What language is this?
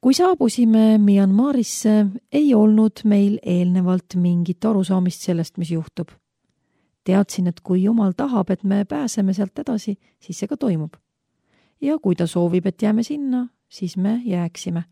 Estonian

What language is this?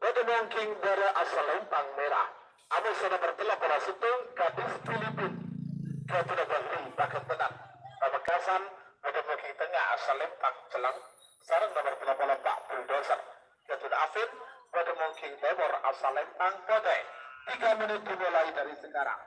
Madurese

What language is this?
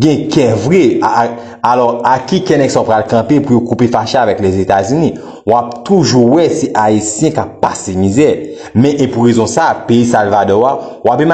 Haitian Creole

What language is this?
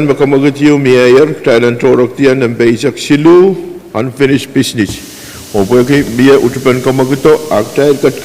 Pohnpeian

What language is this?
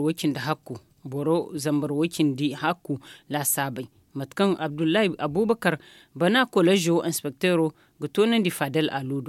Zarma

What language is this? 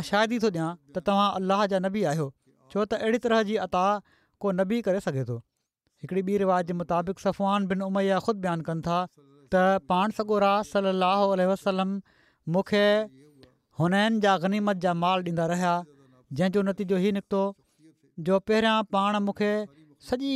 Sindhi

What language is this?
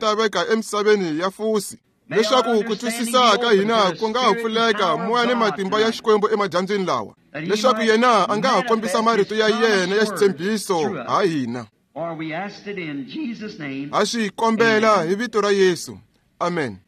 Tsonga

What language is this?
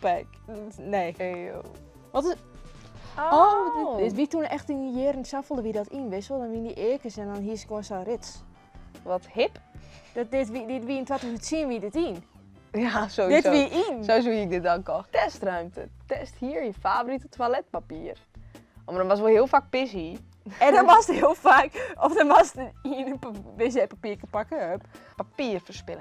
Western Frisian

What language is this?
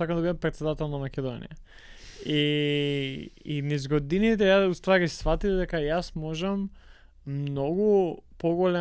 Macedonian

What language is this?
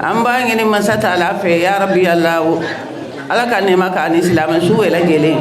Bambara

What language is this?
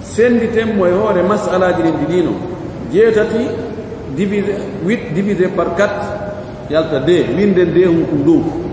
Pular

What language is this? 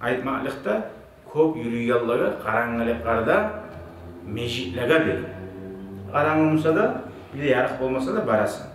Kumyk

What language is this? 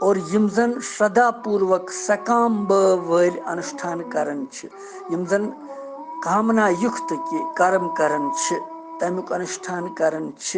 Kashmiri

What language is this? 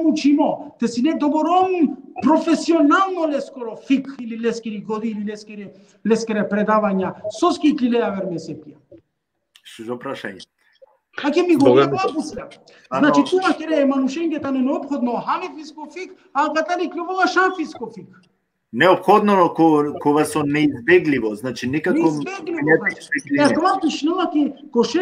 Balkan Romani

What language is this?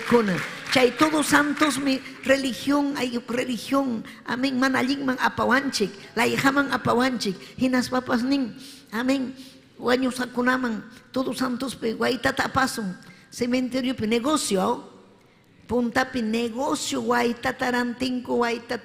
Ayacucho Quechua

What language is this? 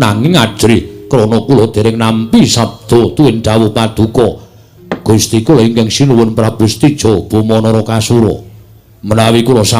Javanese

